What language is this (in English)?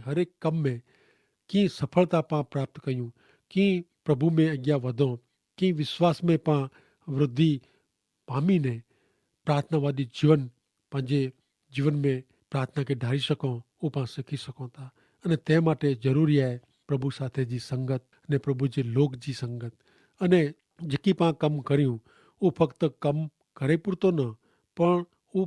Kachhi